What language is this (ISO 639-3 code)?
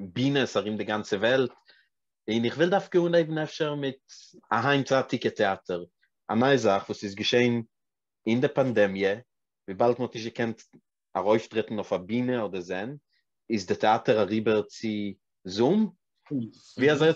yid